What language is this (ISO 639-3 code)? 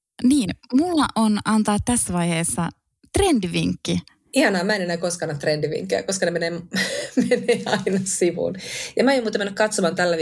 fin